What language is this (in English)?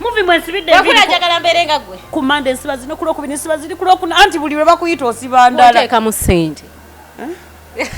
Ganda